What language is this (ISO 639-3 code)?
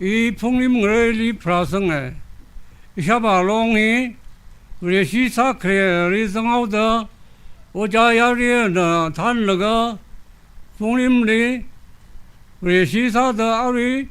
nmf